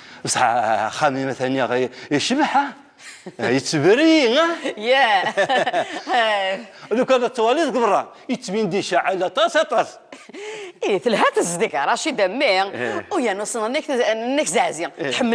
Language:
Kabyle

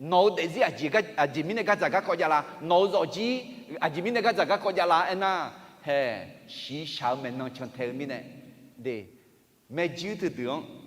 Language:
Akha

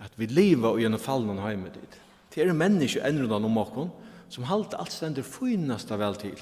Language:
Faroese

